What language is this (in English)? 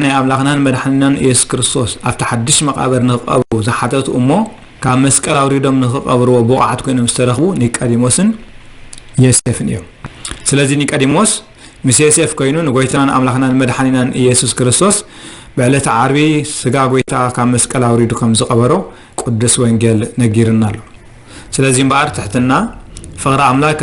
Tigrinya